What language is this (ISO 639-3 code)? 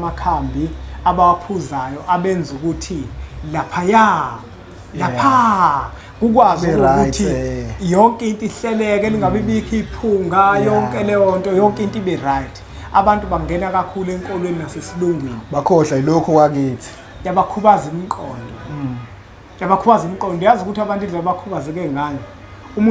zul